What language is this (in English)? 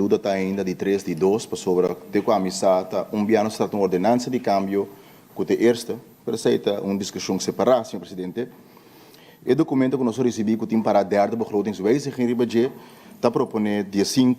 Papiamento